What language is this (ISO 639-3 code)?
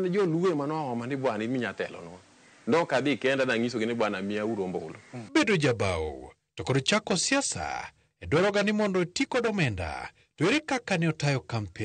luo